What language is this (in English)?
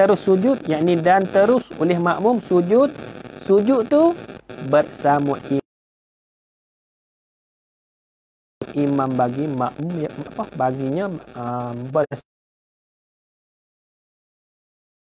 Malay